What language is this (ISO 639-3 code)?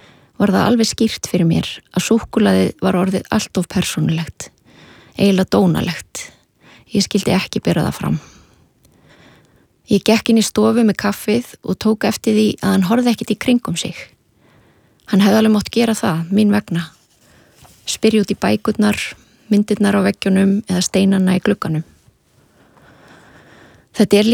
isl